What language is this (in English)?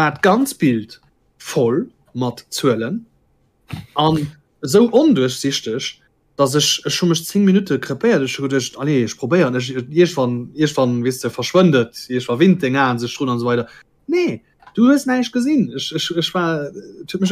Luxembourgish